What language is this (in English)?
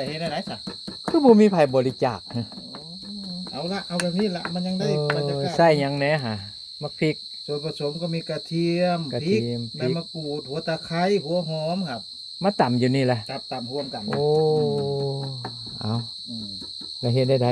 Lao